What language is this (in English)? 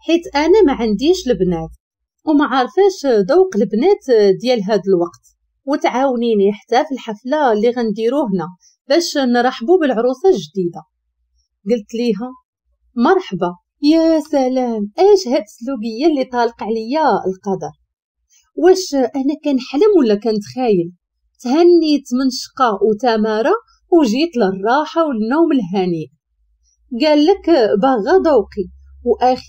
Moroccan Arabic